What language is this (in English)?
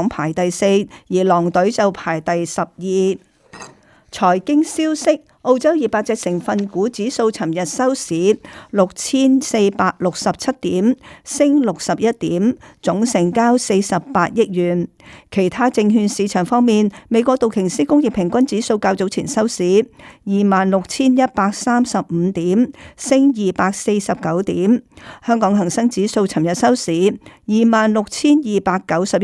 Cantonese